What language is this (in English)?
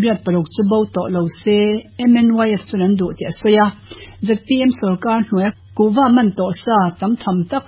Mizo